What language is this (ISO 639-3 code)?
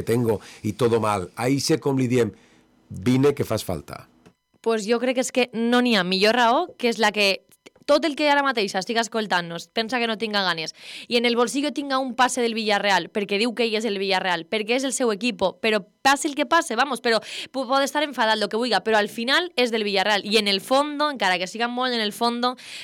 cat